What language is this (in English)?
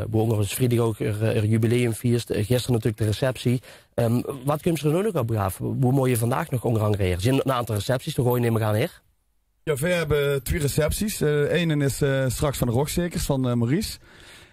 Limburgish